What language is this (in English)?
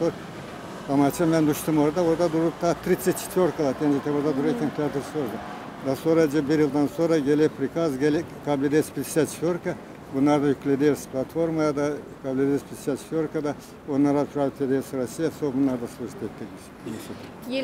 Gagauz